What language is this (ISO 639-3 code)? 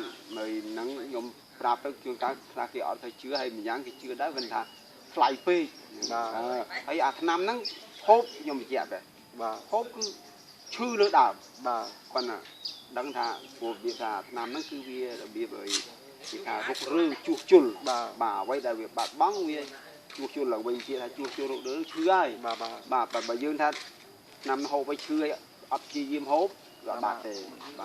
khm